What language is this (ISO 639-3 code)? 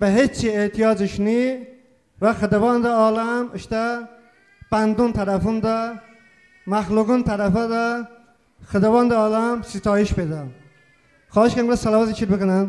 tly